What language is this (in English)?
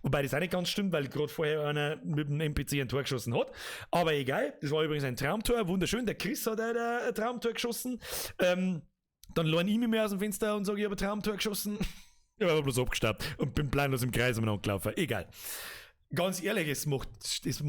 Bavarian